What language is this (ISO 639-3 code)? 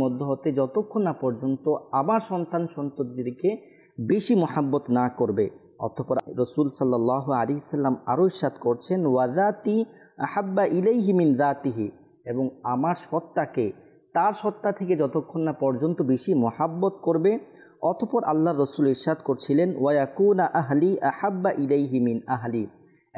ben